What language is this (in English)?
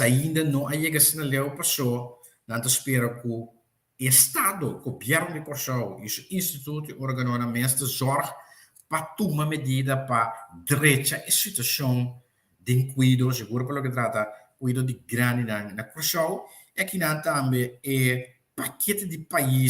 Papiamento